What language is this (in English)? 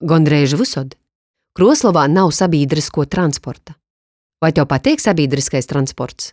Latgalian